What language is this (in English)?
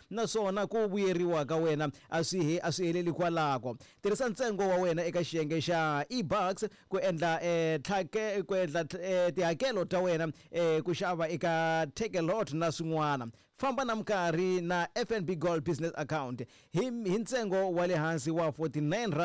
Tsonga